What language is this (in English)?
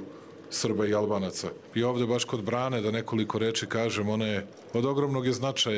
Croatian